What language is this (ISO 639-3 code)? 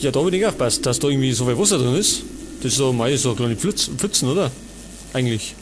bar